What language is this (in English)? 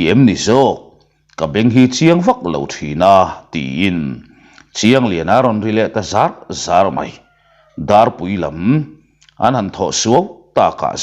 Mizo